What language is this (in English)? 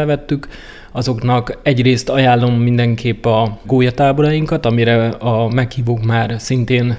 Hungarian